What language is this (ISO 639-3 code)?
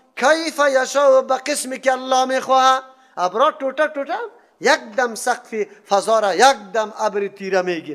fas